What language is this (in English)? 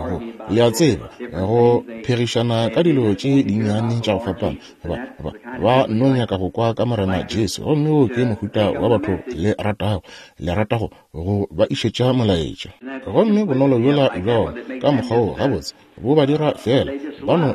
Northern Sotho